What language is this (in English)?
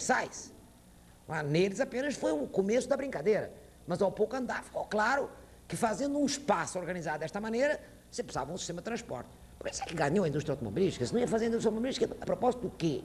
Portuguese